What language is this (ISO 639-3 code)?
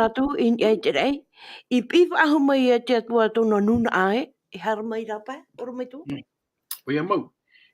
tah